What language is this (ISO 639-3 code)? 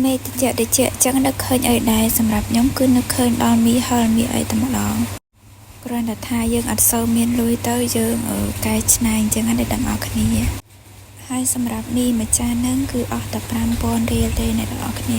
khm